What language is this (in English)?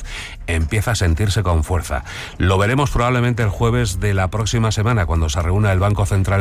Spanish